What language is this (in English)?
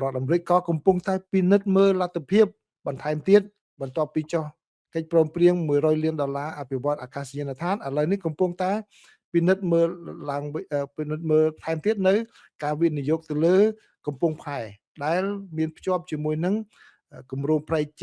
Khmer